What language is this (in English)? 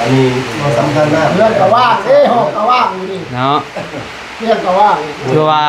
Northeastern Thai